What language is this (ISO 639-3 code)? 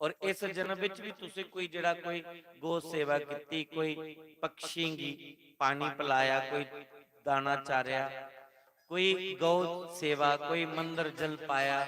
doi